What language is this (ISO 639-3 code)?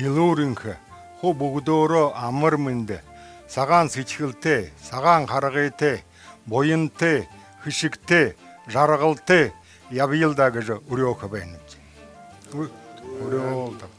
bua